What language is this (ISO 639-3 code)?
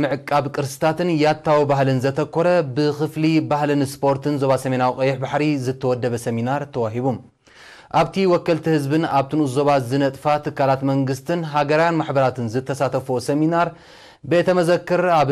tir